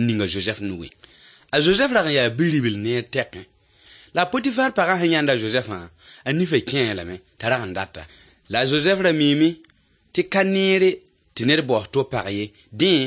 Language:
Mossi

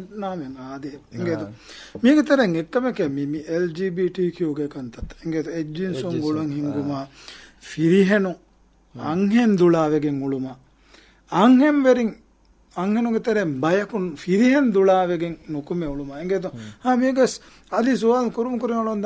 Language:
Divehi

